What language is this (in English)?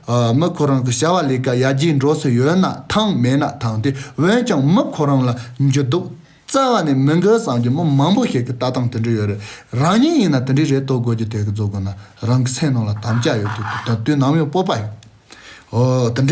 Khams Tibetan